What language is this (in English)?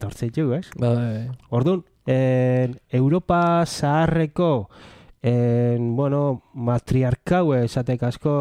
Basque